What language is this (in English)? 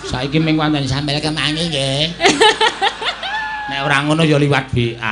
Javanese